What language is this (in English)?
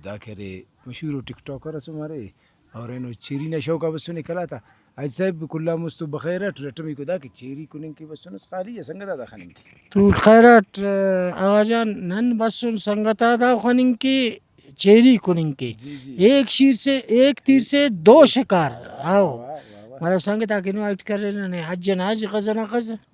Brahui